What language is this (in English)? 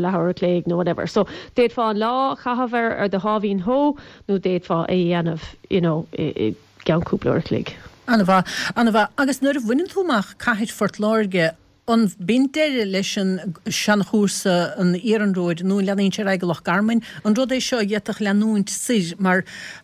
Irish